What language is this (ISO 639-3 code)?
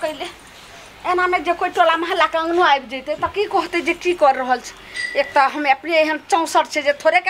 mai